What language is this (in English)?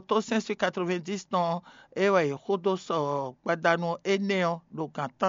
Fon